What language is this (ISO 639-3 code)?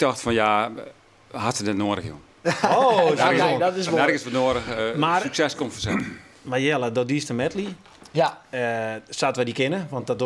fry